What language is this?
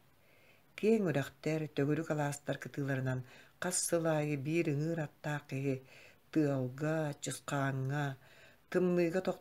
Yakut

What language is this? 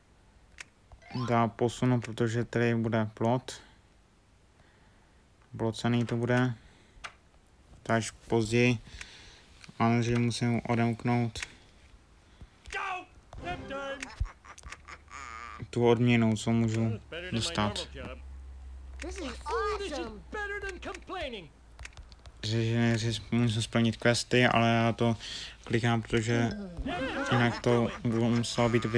Czech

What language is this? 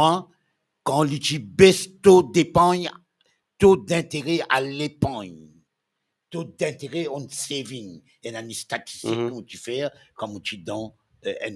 Morisyen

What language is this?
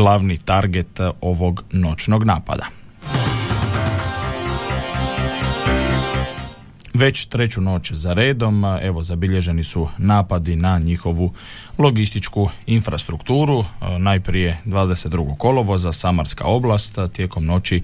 Croatian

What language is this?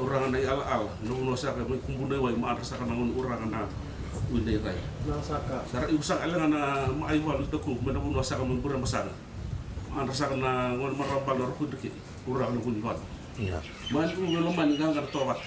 Fijian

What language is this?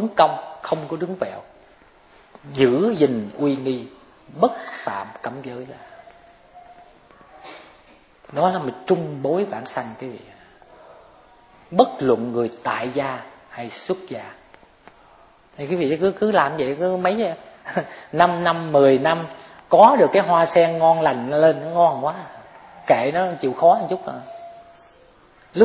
Vietnamese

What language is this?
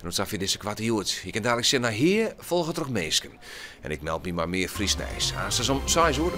Western Frisian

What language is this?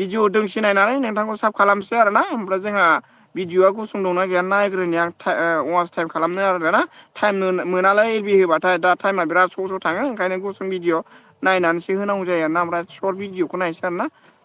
Bodo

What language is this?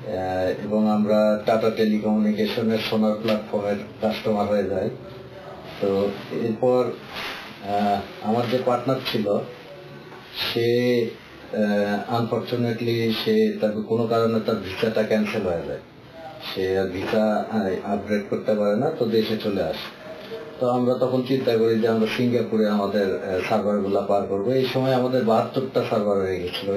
Bangla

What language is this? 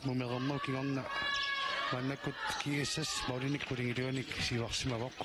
Kalaallisut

